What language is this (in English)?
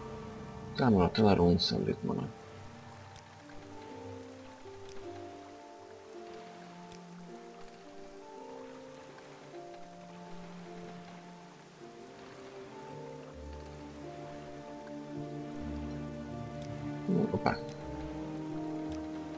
Hungarian